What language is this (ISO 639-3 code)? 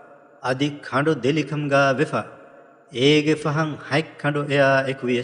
div